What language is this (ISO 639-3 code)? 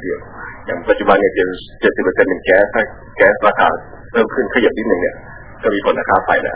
tha